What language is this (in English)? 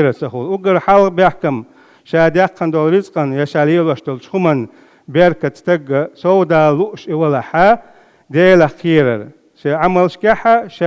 Chechen